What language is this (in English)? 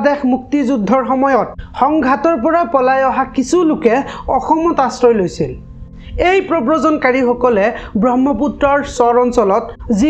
Assamese